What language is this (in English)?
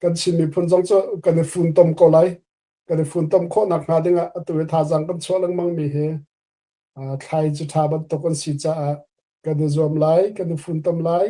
Hakha Chin